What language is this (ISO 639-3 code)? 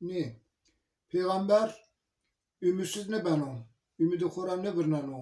zza